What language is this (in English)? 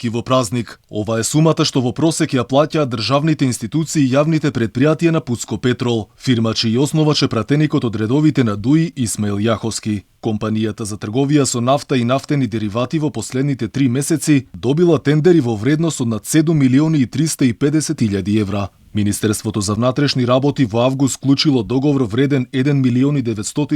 Macedonian